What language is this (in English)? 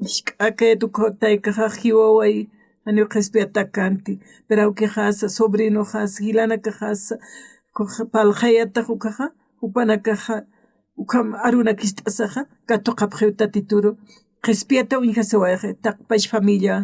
Aymara